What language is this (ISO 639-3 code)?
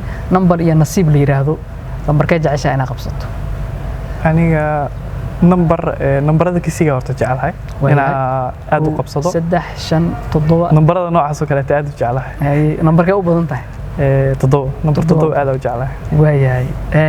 som